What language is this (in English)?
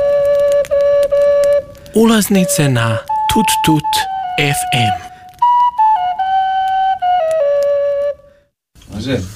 Croatian